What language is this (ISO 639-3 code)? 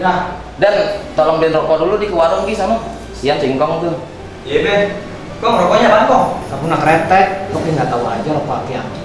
bew